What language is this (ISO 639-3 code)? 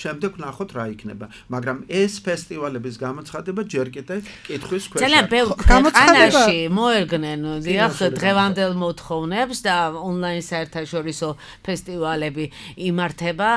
kat